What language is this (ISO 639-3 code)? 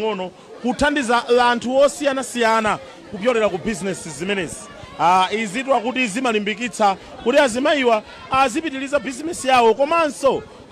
nya